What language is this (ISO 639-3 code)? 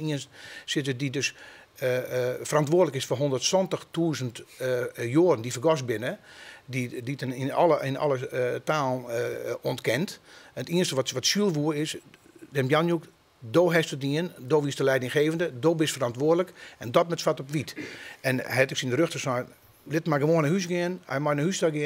fry